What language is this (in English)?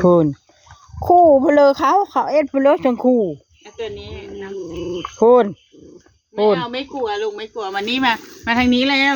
Northeastern Thai